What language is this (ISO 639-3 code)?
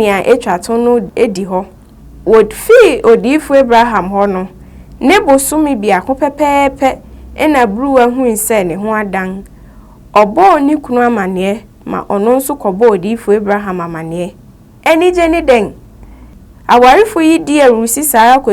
aka